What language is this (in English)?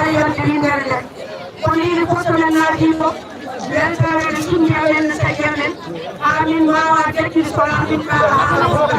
Fula